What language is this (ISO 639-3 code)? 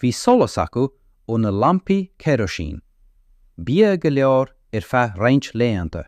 gle